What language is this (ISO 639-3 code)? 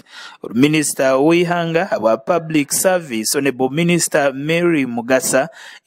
nyn